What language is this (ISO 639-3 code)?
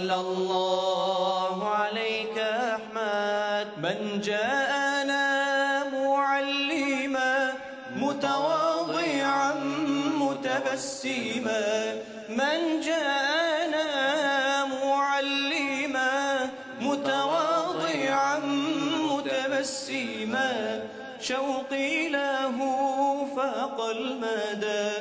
kum